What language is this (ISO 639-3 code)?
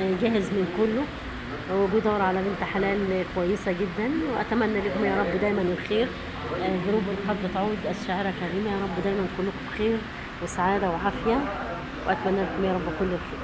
arz